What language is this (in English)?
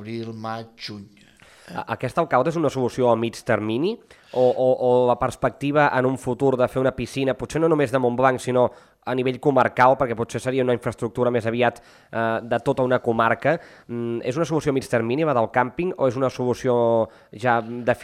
Catalan